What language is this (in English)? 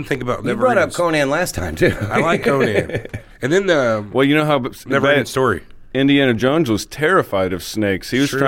English